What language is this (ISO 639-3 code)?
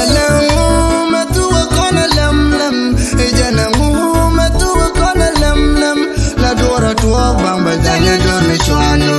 nus